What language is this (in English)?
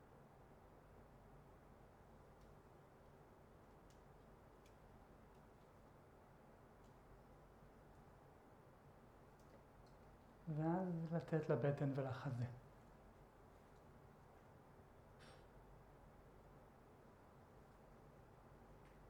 Hebrew